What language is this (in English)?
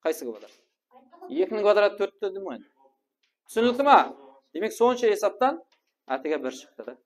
Kara-Kalpak